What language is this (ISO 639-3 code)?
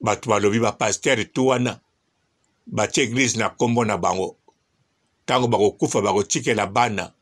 lin